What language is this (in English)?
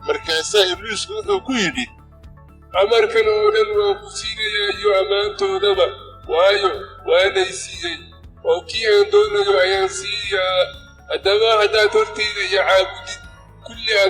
Somali